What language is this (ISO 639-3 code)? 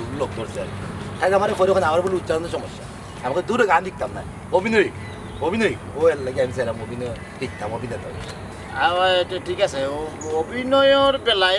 syl